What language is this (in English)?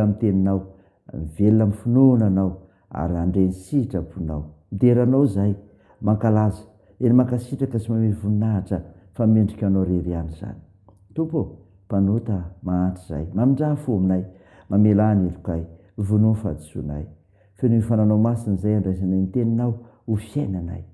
Malagasy